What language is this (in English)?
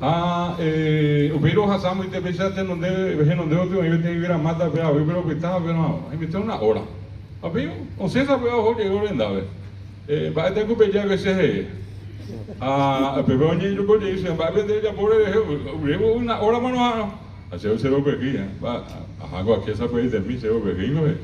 Guarani